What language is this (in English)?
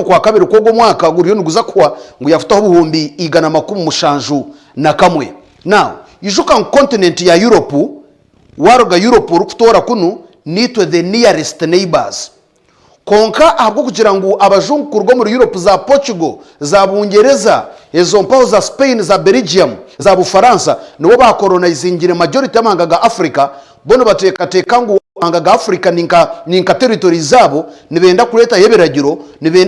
Nyankole